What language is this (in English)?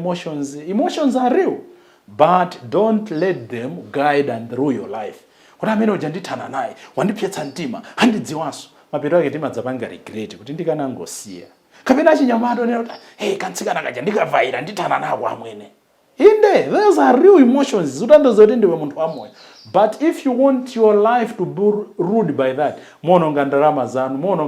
Nyanja